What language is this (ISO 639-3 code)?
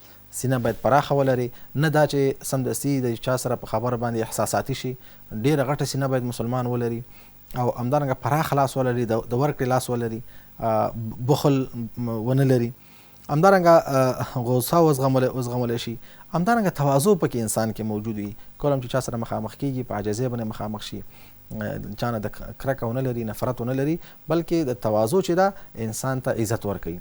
pus